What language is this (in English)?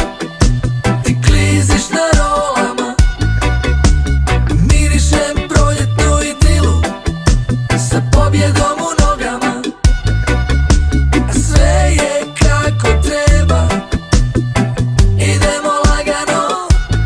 Croatian